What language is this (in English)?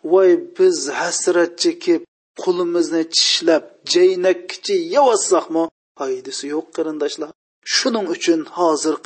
Uyghur